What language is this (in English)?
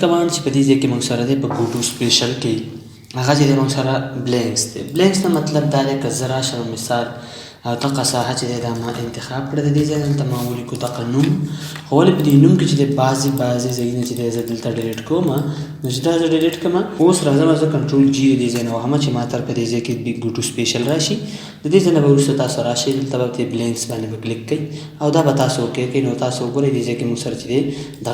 Pashto